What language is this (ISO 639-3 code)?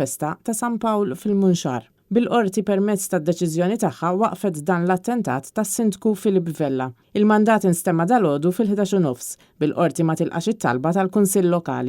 mlt